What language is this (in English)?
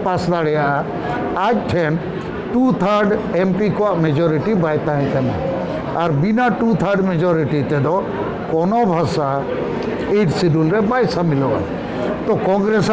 Santali